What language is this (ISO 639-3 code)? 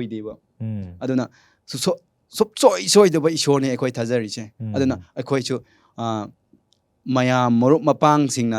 mni